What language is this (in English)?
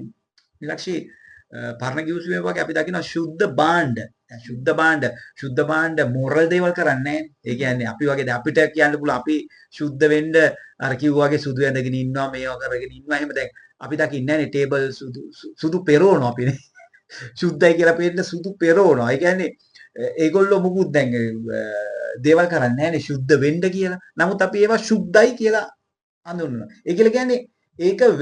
Sinhala